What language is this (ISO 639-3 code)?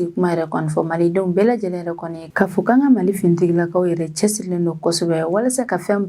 bam